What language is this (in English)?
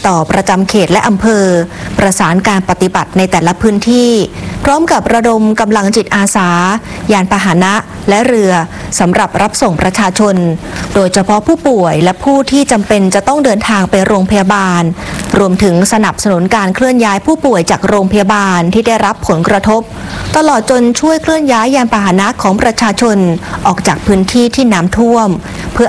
Thai